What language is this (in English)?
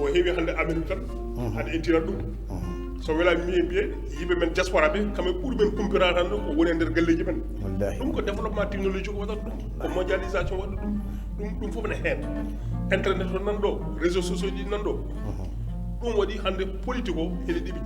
Fula